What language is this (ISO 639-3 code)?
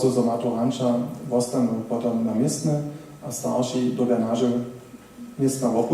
hsb